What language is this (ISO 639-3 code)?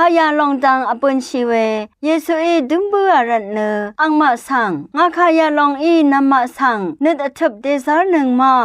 raw